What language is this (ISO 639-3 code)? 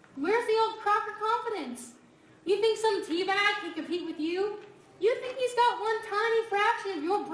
eng